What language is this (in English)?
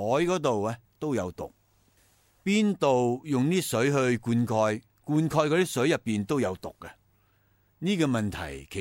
Cantonese